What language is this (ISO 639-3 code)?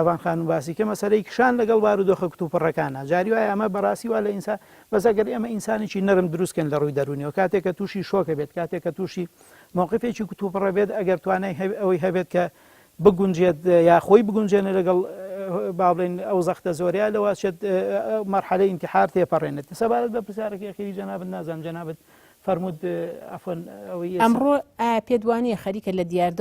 ckb